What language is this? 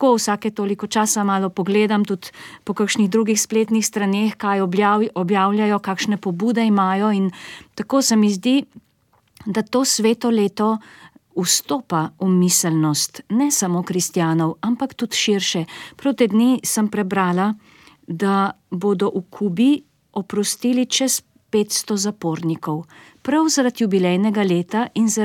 Slovenian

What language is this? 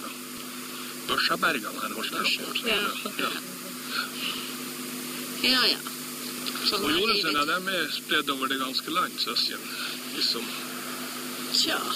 Norwegian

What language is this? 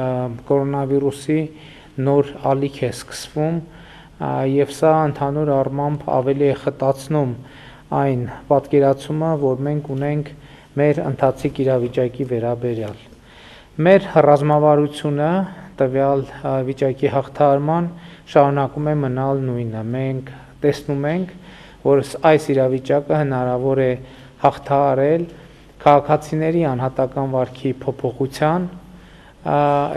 Armenian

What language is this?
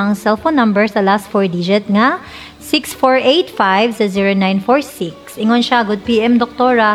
Cebuano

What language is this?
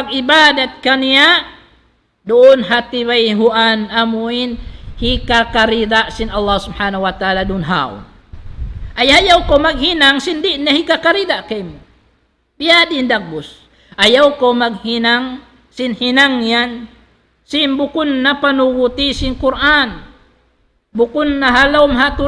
Tausug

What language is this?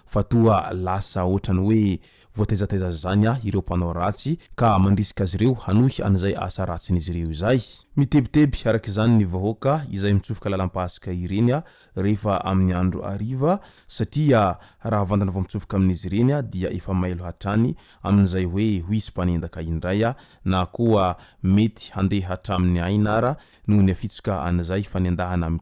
Malagasy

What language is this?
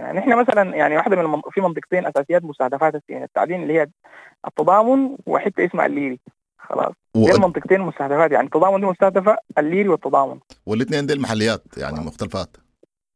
Sudanese Arabic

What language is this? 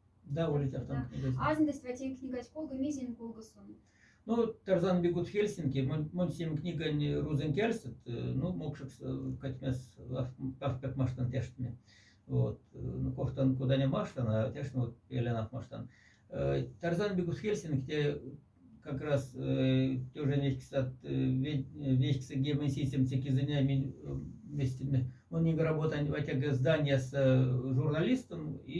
Moksha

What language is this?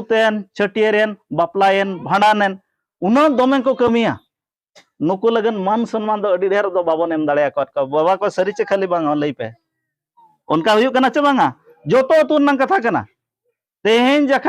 Santali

